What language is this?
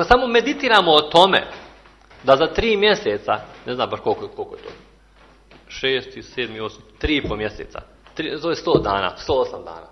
Serbian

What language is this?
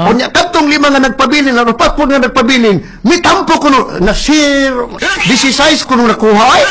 Cebuano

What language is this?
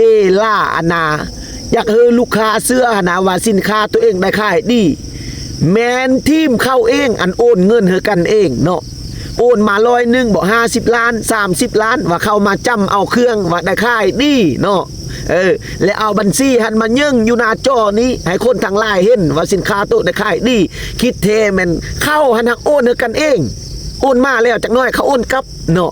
Lao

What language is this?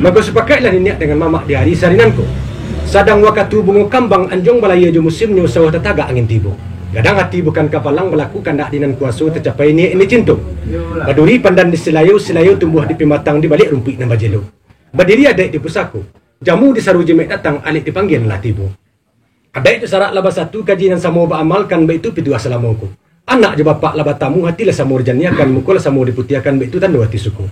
Minangkabau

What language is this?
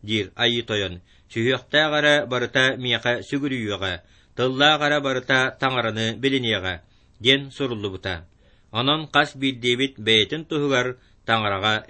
Yakut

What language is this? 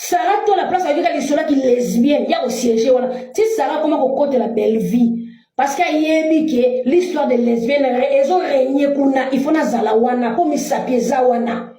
Lingala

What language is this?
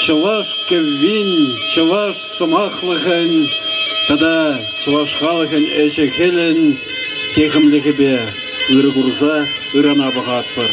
Chuvash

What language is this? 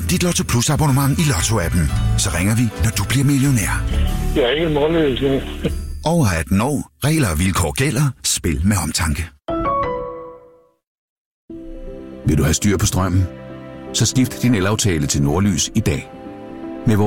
Danish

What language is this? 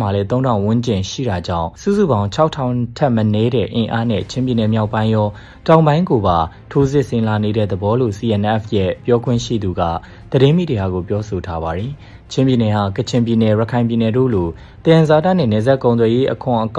Burmese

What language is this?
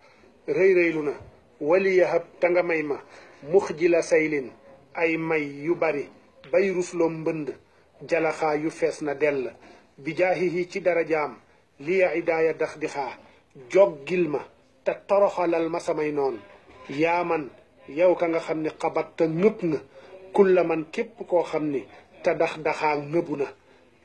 Wolof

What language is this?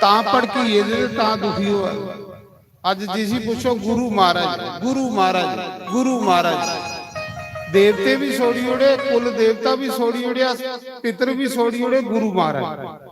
Dogri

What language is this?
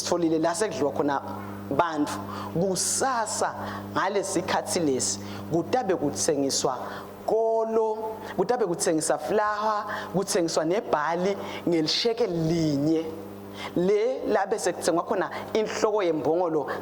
Swati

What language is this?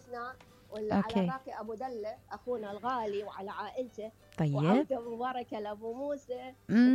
Mesopotamian Arabic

